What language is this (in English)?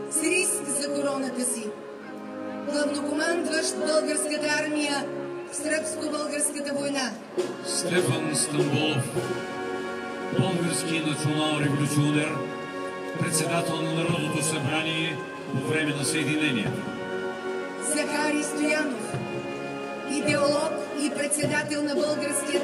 Bulgarian